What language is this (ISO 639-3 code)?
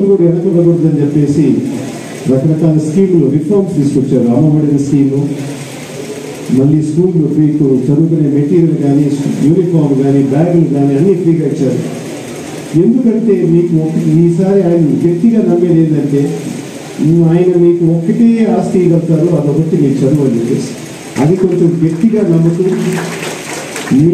tel